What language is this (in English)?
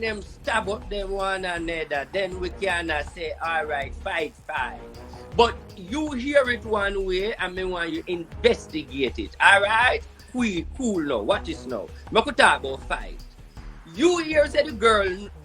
Jamaican Creole English